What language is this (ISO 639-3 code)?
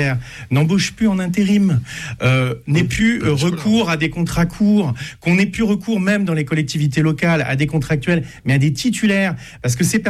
fra